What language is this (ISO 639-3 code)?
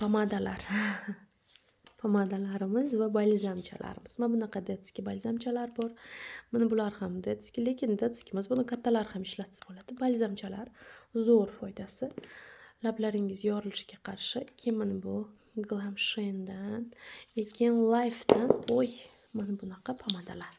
uzb